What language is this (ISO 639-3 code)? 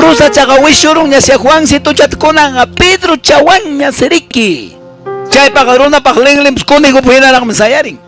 que